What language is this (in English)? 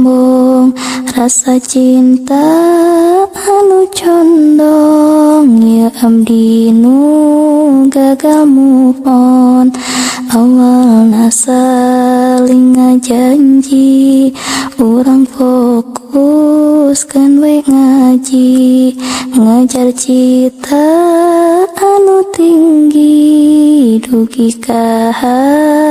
Sundanese